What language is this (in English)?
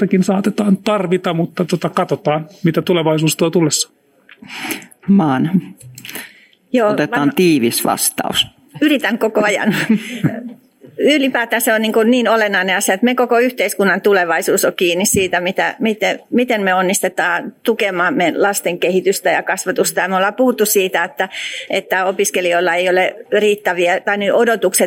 Finnish